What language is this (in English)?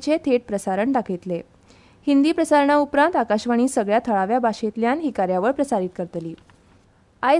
Konkani